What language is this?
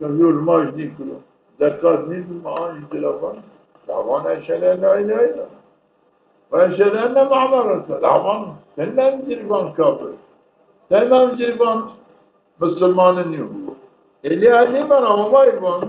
Zaza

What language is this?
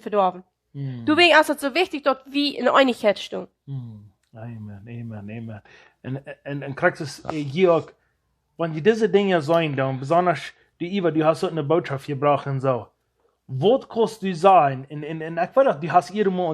Plautdietsch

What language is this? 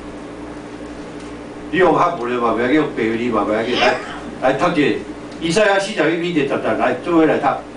Min Nan Chinese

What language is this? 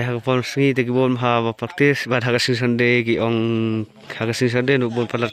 Khasi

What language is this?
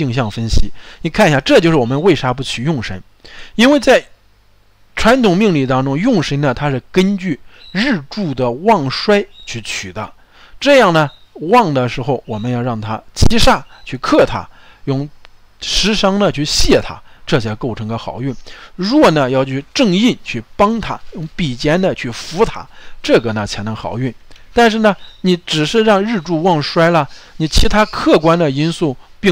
Chinese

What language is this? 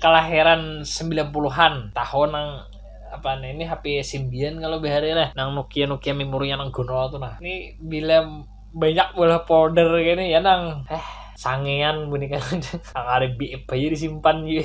Banjar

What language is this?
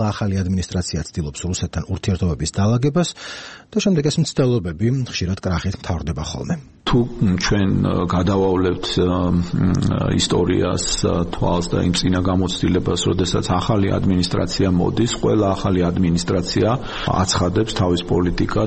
Georgian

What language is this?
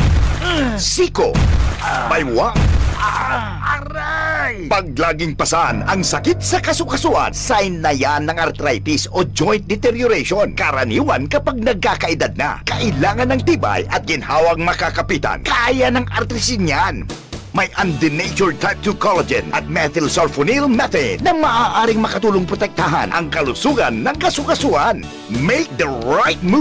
Bikol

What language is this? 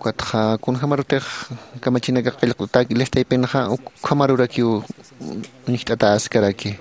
Aymara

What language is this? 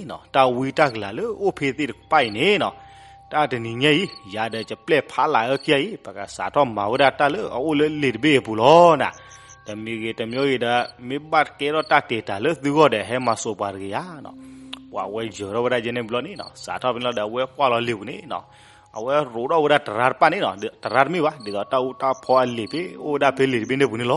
S'gaw Karen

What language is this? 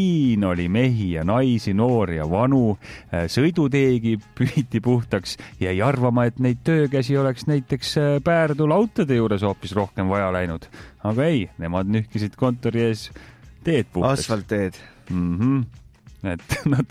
Estonian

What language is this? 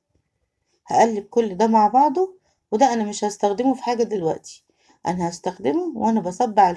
Egyptian Arabic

